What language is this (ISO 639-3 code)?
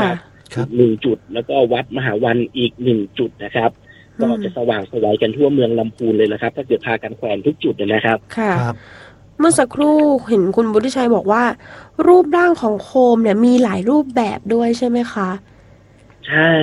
tha